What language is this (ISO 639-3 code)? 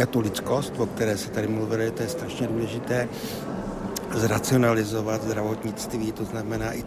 ces